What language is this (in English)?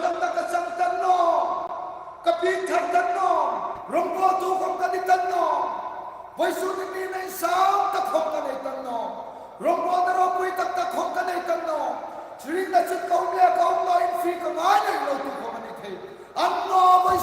Hmar